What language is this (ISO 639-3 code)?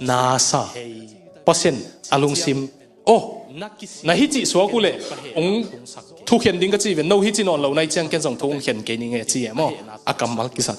ctd